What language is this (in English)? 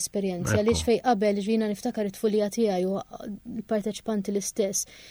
Maltese